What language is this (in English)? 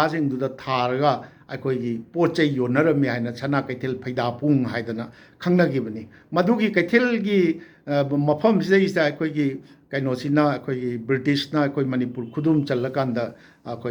Manipuri